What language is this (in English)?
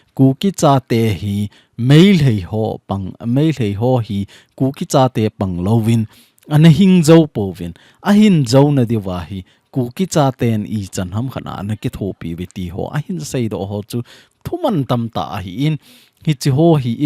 Thado Chin